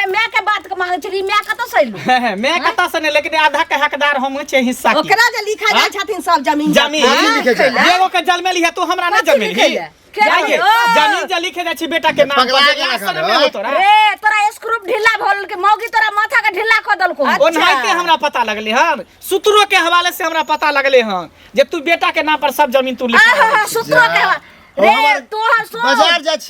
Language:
Maithili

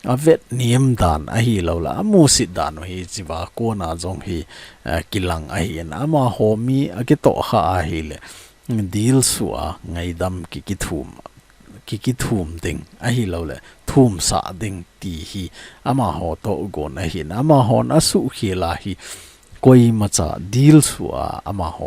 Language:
Thado Chin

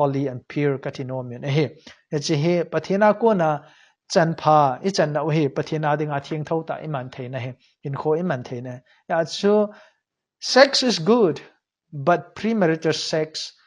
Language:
Thado Chin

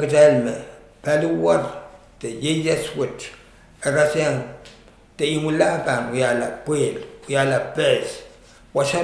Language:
Pohnpeian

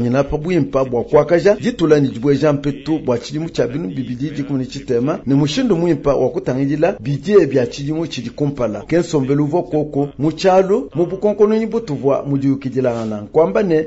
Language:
Luba-Lulua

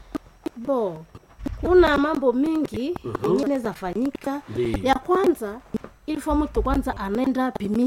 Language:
Swahili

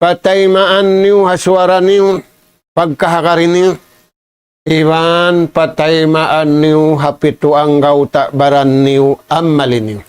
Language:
Tausug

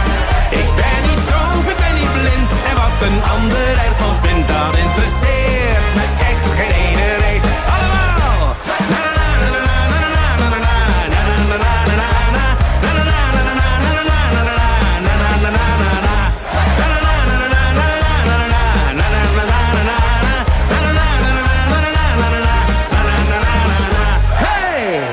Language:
Dutch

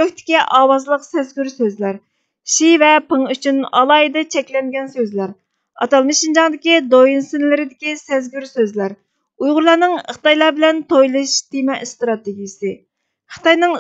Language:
Uyghur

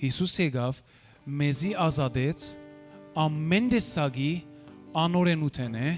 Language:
Western Armenian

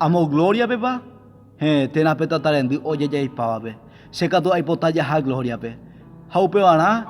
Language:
Guarani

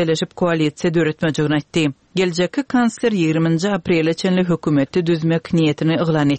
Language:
Turkmen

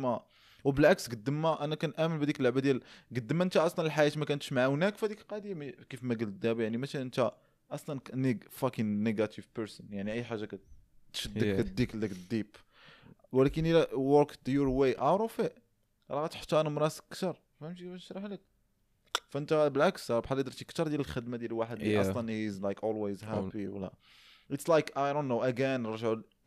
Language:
Moroccan Arabic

